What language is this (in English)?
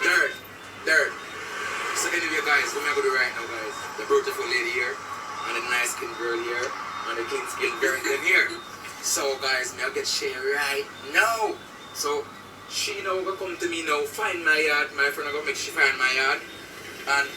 Jamaican Creole English